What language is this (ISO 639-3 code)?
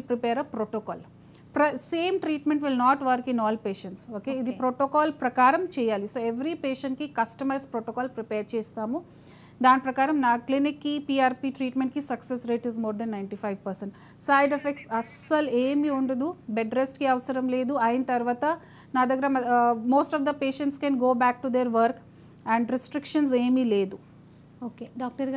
tel